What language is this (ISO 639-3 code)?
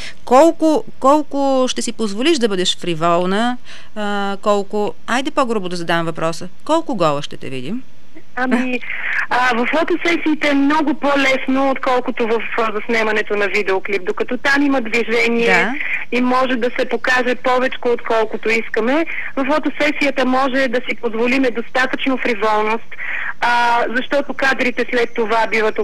bul